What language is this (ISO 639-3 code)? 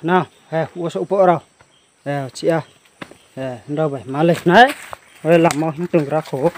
ria